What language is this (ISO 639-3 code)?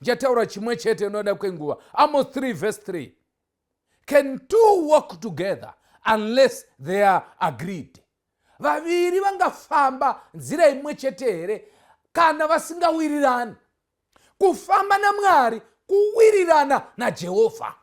sna